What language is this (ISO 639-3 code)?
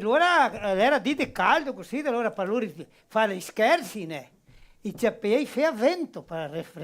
vec